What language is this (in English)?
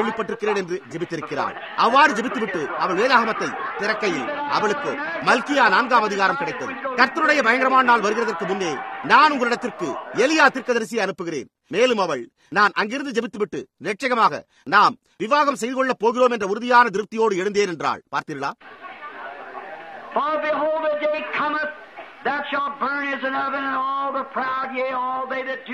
Tamil